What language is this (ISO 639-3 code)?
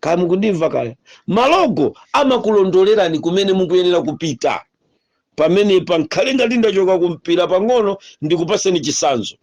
nya